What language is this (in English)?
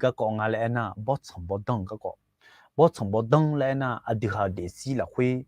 Akha